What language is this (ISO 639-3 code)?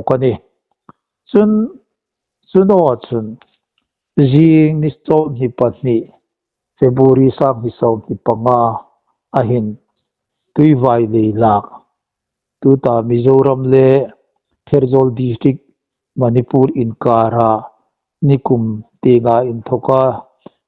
hmr